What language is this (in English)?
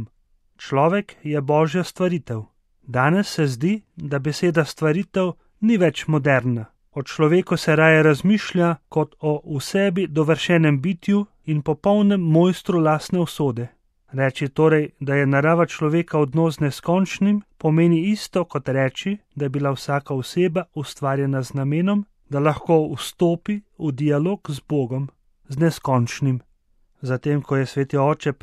Slovenian